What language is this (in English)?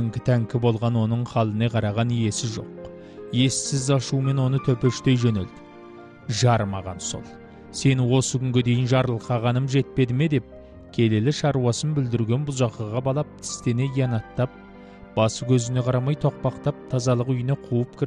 Kazakh